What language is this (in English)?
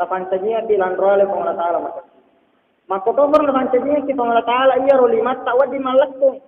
Buginese